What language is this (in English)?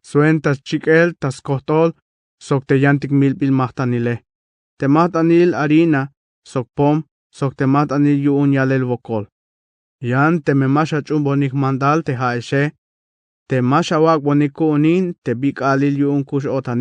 Tzeltal